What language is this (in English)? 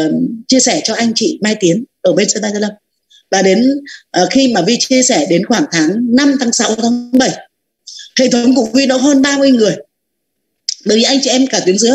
Vietnamese